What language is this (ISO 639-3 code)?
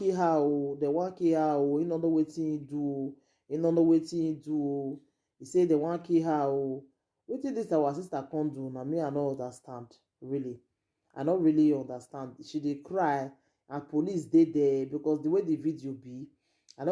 pcm